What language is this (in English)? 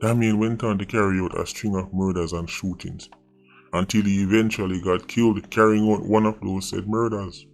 Jamaican Creole English